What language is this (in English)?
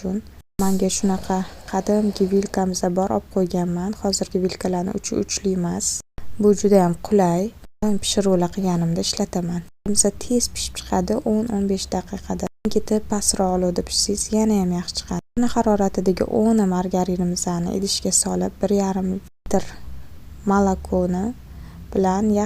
Uzbek